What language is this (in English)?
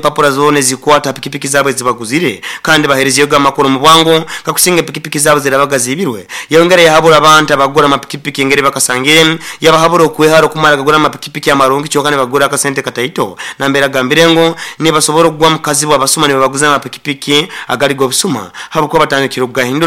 Nyoro